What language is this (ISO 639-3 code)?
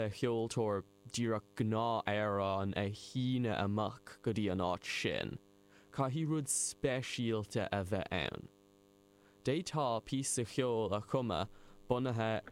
gle